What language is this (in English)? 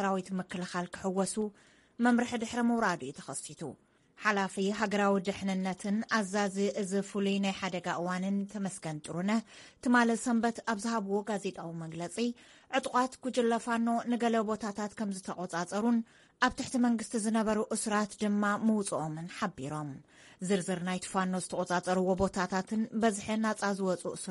Tigrinya